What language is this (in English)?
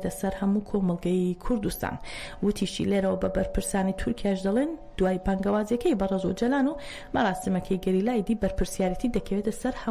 Central Kurdish